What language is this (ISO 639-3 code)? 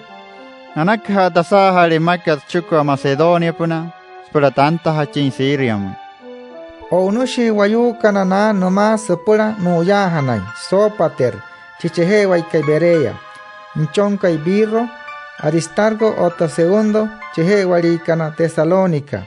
guc